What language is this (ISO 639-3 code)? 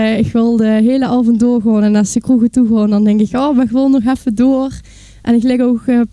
lim